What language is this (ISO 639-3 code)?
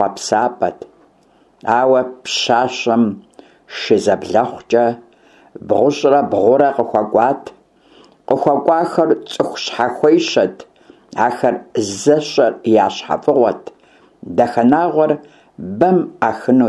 kbd